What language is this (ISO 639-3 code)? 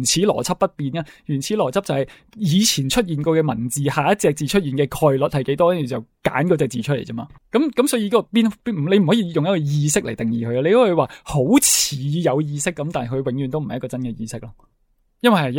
yue